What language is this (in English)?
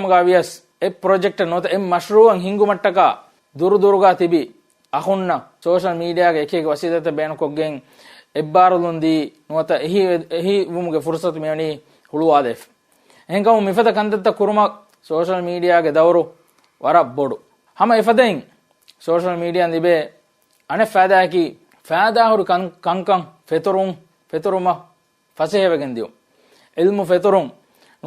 Divehi